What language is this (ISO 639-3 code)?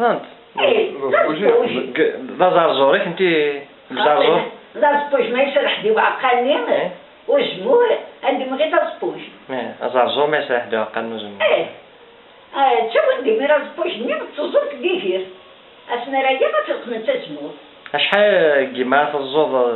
kab